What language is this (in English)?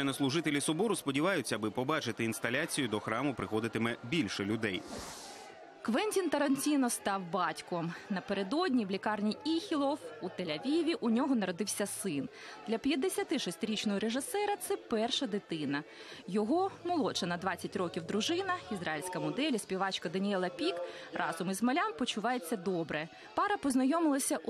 Ukrainian